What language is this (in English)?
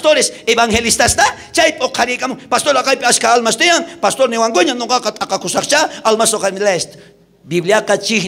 South Bolivian Quechua